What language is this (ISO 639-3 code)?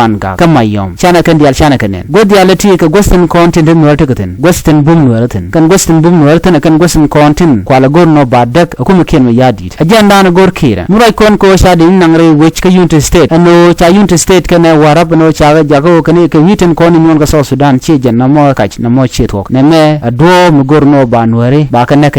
nus